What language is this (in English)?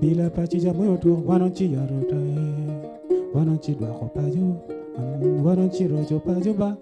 Acoli